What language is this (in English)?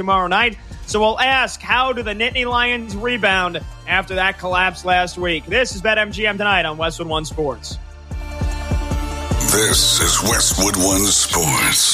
English